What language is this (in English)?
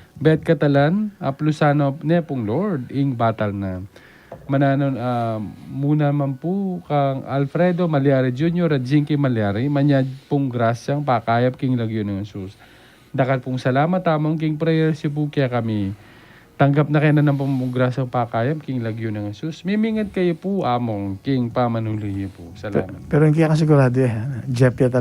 Pampanga